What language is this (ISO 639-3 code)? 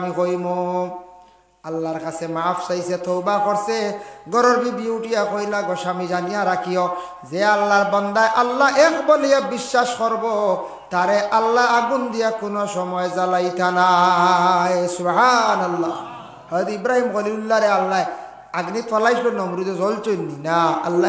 syl